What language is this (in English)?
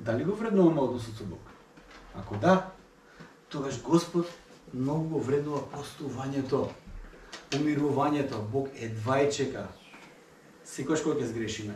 Macedonian